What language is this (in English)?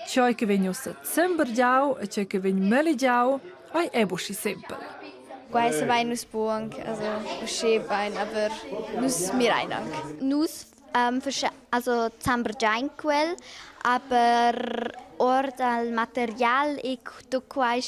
Romansh